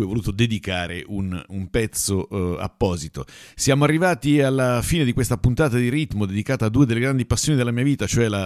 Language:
Italian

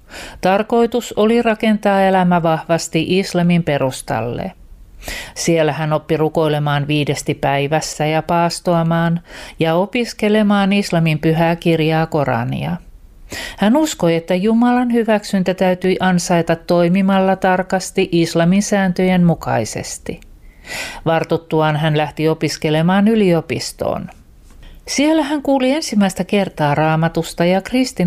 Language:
Finnish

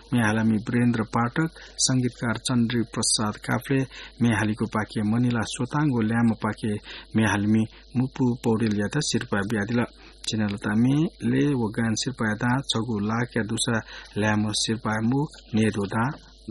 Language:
Newari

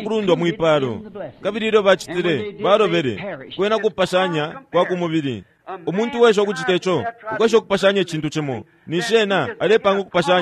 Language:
Bemba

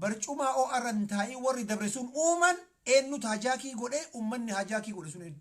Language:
Oromo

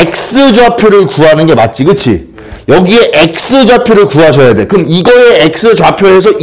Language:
Korean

